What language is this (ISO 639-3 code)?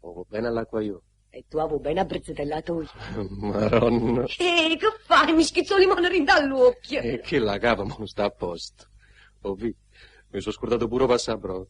nap